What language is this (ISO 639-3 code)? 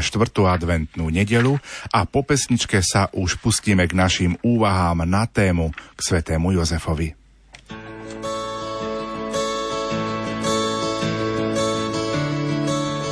slk